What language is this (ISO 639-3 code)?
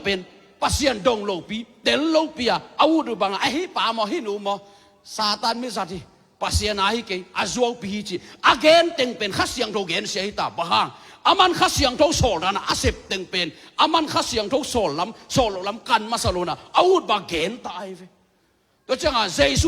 ctd